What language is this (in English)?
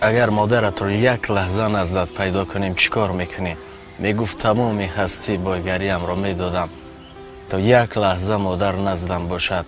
Tajik